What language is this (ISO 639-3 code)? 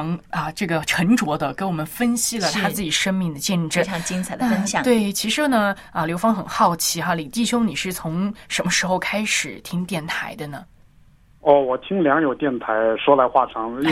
zho